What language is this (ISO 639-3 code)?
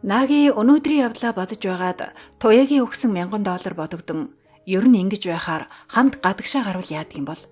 mon